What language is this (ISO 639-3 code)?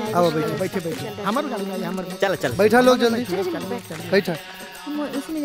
bho